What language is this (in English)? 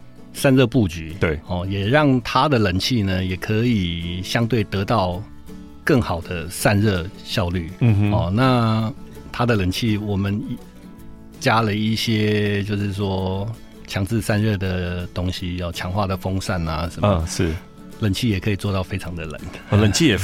Chinese